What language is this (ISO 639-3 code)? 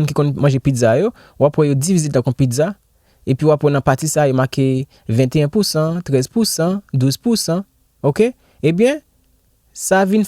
hat